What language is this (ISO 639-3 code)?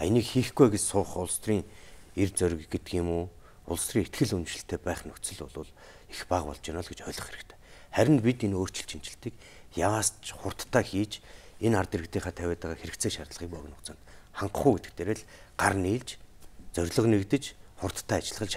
mon